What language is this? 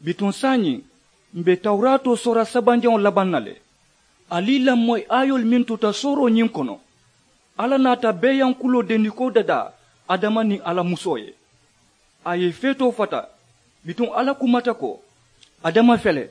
Mandingo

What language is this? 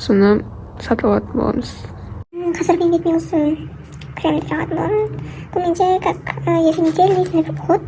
Kazakh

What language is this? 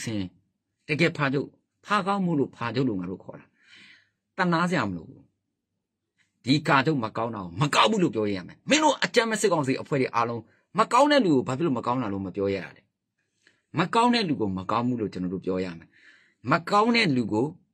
Burmese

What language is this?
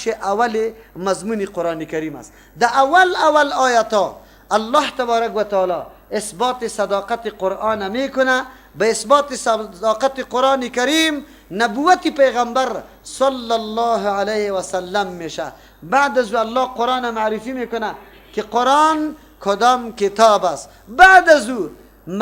Persian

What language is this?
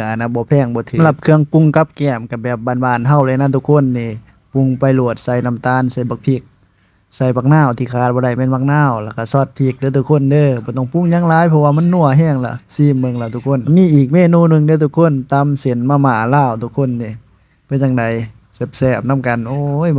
Lao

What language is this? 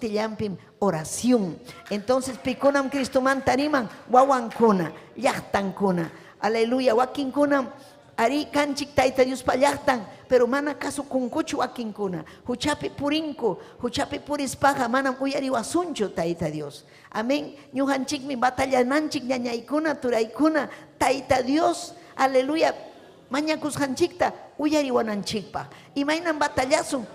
Ayacucho Quechua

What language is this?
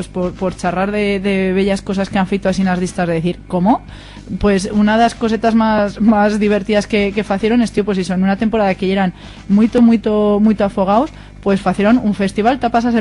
Aragonese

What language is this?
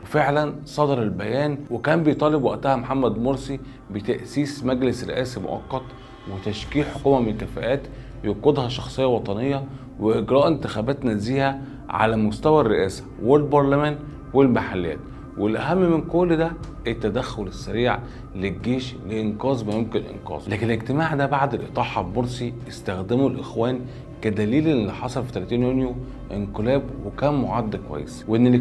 Egyptian Arabic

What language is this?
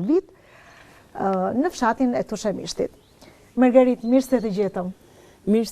Albanian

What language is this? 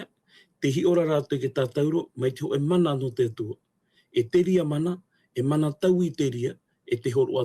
Tahitian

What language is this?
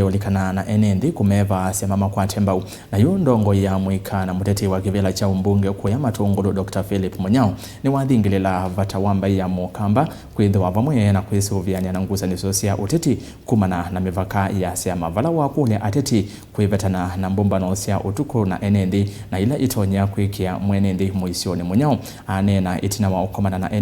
Kamba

